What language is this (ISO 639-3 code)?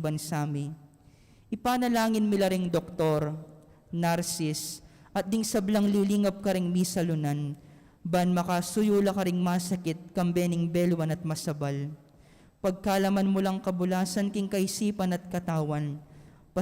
pam